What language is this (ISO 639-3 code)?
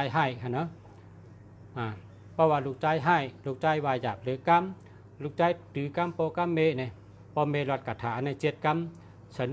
shn